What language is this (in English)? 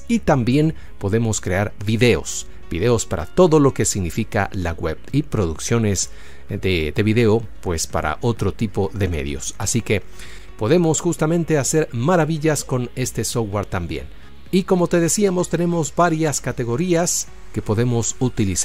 Spanish